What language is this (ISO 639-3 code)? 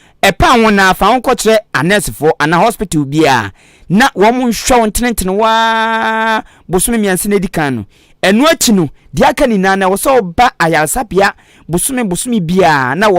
aka